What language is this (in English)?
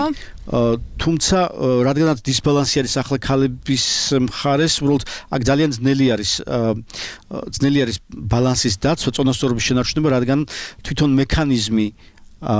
Georgian